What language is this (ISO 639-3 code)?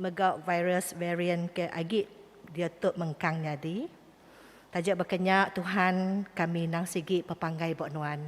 iba